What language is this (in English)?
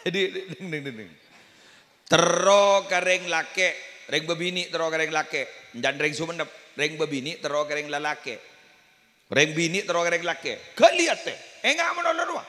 Madurese